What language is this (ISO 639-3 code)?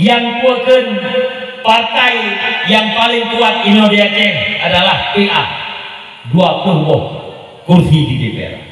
ace